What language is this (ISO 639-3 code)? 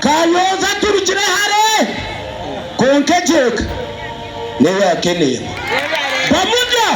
nyn